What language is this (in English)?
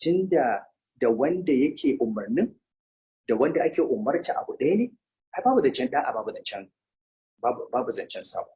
Hausa